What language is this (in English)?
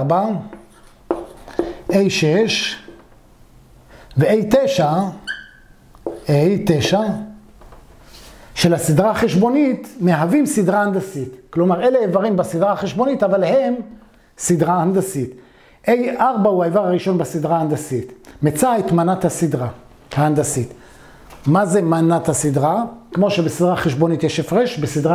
Hebrew